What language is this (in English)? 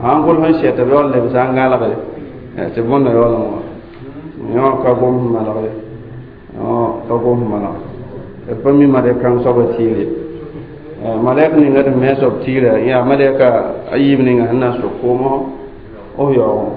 Mossi